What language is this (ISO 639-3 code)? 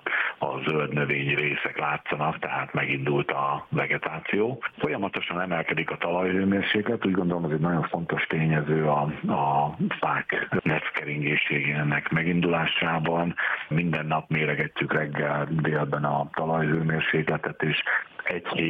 hun